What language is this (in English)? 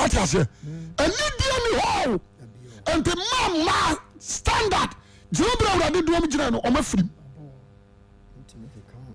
Akan